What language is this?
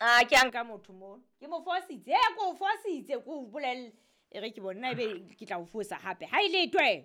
Southern Sotho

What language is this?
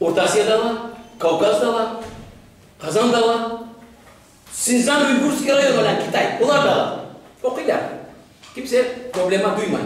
Crimean Tatar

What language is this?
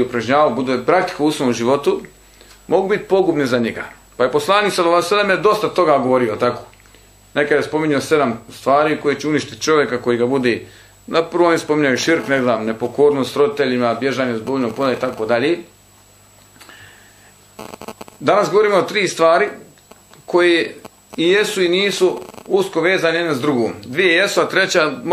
Bosnian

